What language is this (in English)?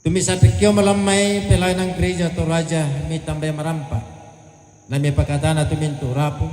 Toraja-Sa'dan